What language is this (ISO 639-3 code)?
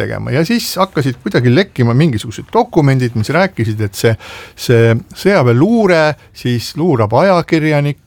est